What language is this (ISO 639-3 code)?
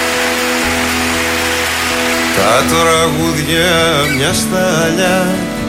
ell